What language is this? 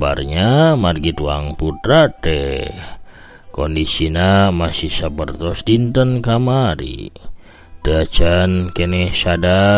Sundanese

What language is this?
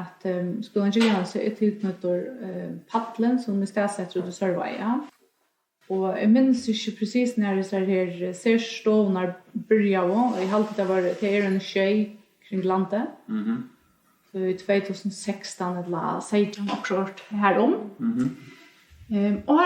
Faroese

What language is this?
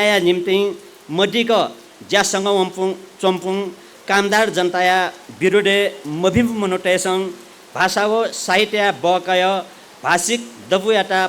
Newari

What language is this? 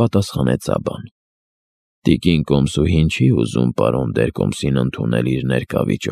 Armenian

